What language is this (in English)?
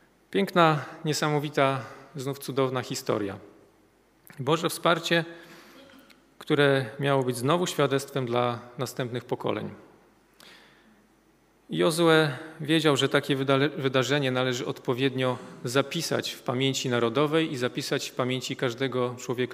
Polish